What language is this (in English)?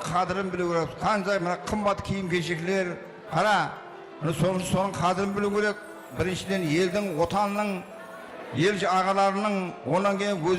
Kara-Kalpak